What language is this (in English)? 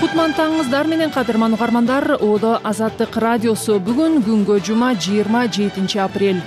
Kyrgyz